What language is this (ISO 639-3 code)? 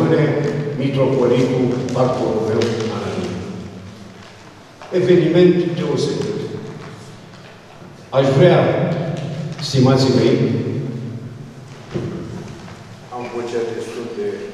ron